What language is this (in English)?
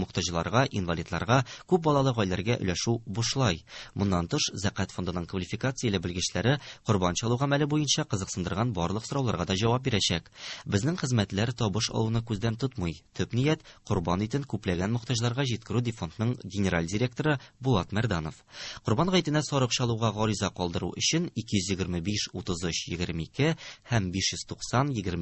Tatar